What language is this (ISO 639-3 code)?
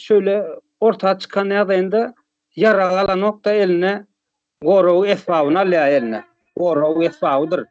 tuk